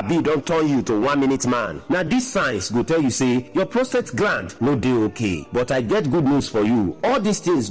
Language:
Nigerian Pidgin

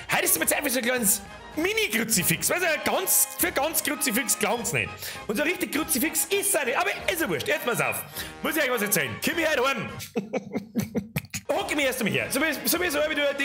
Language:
Bavarian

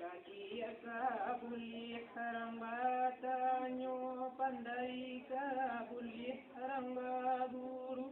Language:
Minangkabau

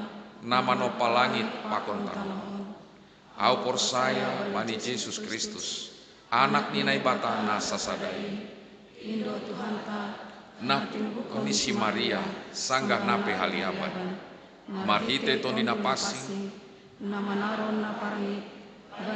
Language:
Batak Simalungun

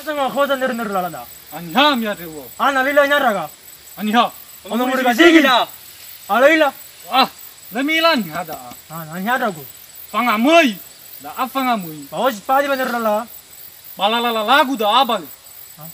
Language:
Nias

